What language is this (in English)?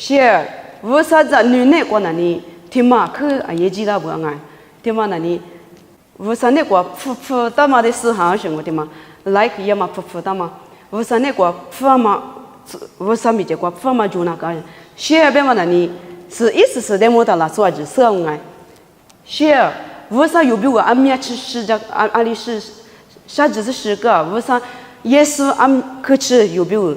Lisu